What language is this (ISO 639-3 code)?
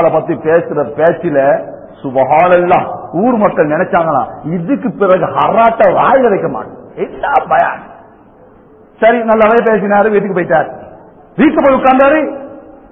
tam